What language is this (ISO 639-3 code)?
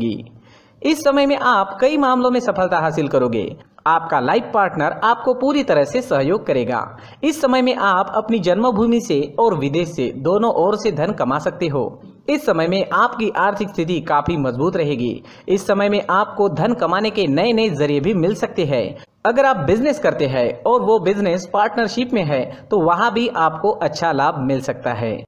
hin